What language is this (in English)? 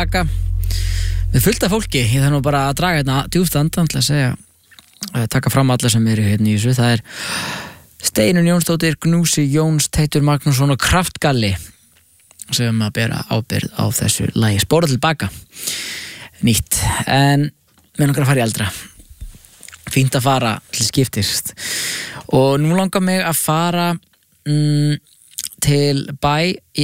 Icelandic